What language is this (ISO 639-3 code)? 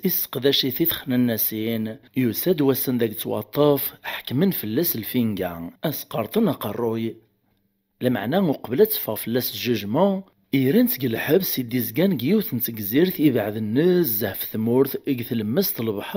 kab